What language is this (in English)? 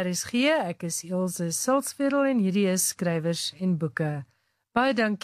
Afrikaans